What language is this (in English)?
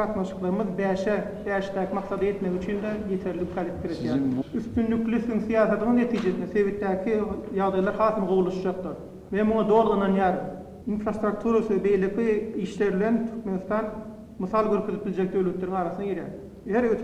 Turkmen